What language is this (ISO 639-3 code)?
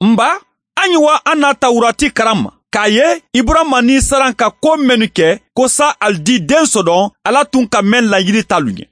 man